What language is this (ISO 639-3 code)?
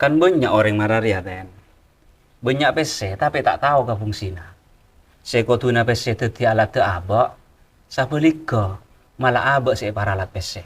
mad